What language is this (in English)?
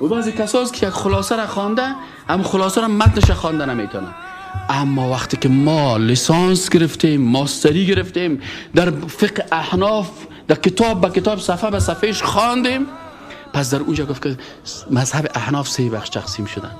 Persian